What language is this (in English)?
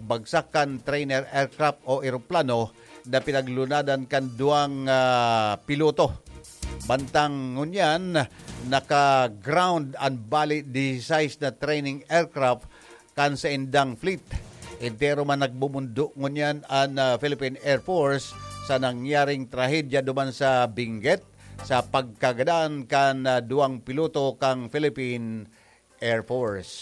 Bikol